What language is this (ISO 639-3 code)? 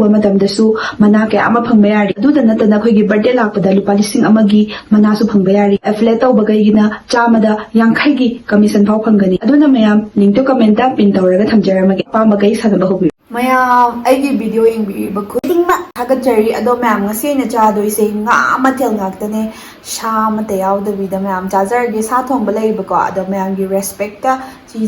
mni